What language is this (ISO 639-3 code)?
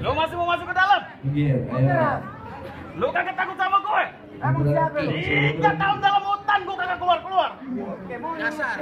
bew